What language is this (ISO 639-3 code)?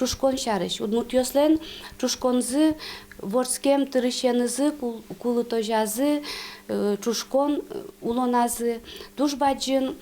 udm